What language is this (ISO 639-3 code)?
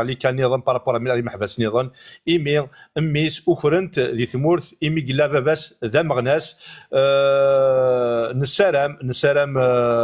kab